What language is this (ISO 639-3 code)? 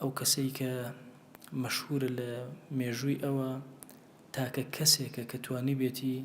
ckb